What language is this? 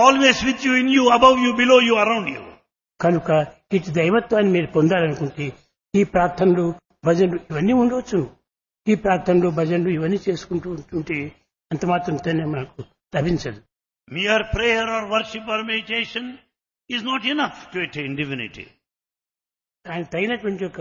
Telugu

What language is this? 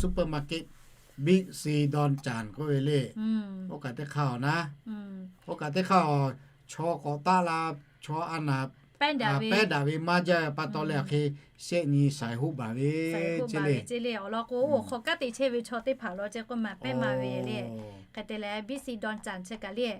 Lahu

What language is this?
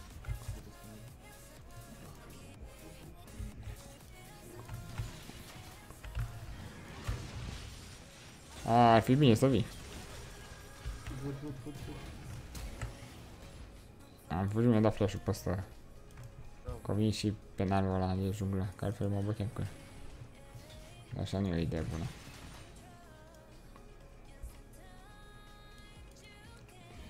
Romanian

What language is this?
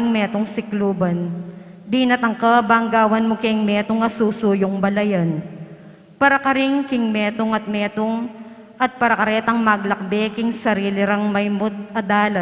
Pampanga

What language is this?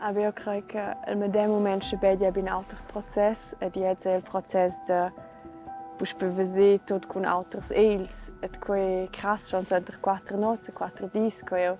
Romansh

